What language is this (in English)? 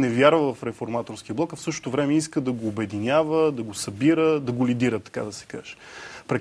Bulgarian